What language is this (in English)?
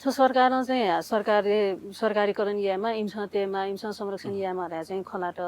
Newari